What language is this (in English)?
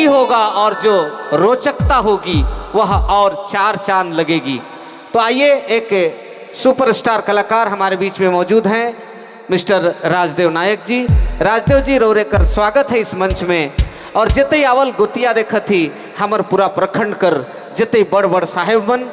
Sadri